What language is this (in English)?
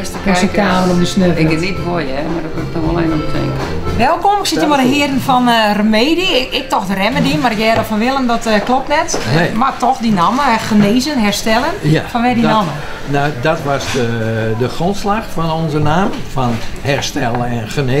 Western Frisian